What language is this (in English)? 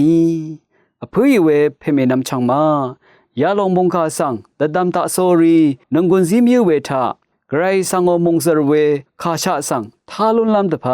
Rawang